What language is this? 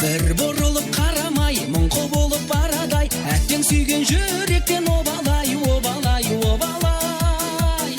Kara-Kalpak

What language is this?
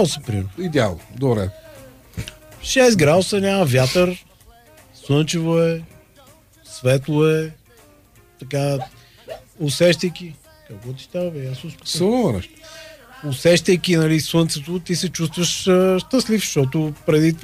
Bulgarian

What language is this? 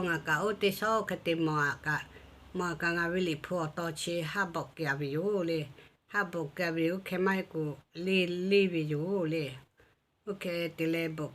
Lahu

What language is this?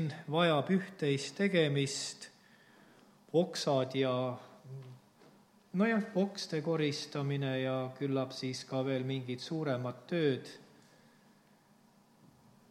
Estonian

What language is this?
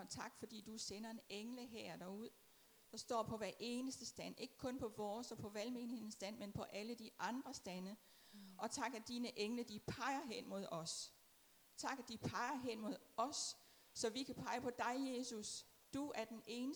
Danish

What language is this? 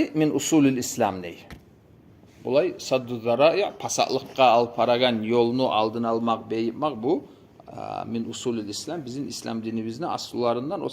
Kumyk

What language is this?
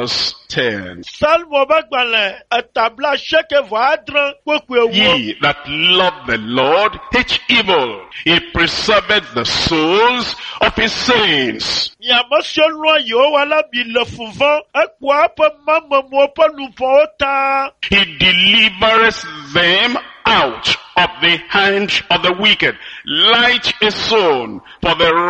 Ewe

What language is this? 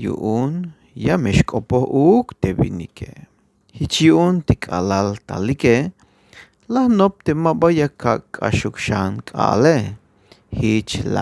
Tzeltal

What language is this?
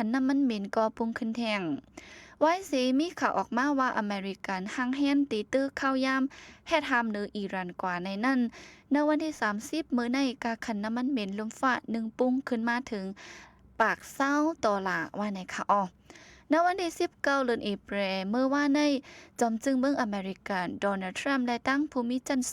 Shan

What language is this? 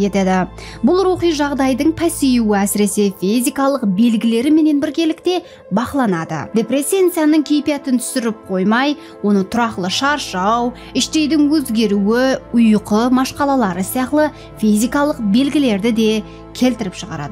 Kara-Kalpak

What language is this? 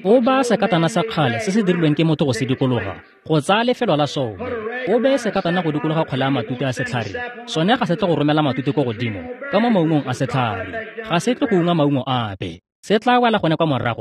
Tswana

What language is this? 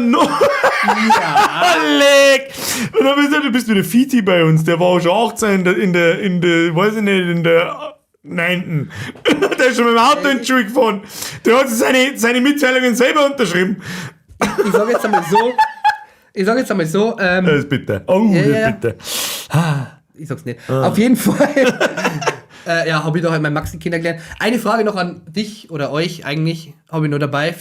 Bavarian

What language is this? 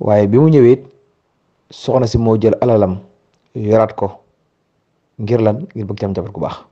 Wolof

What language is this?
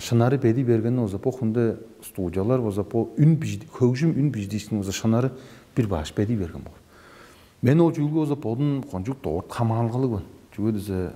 Tuvinian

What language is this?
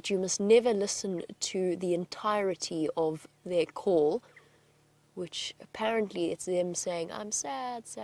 English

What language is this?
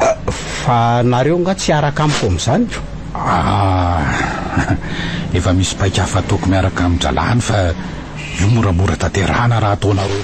Malagasy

